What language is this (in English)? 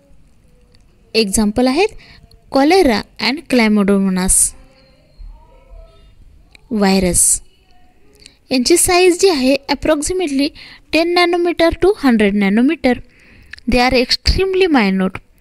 Marathi